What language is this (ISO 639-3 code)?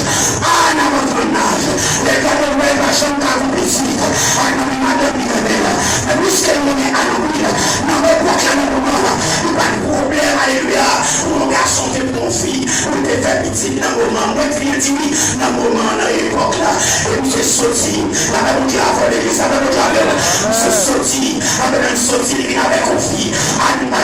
hat